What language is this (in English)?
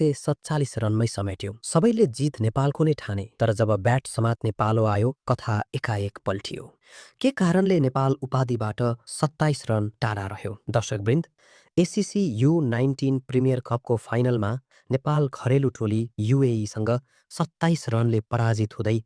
Nepali